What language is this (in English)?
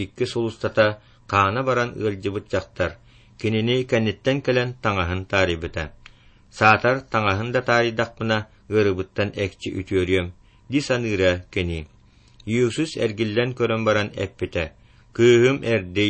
Yakut